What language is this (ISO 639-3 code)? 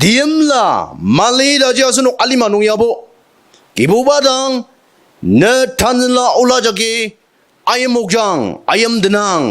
njo